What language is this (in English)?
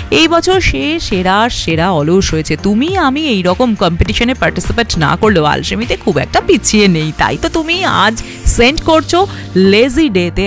Bangla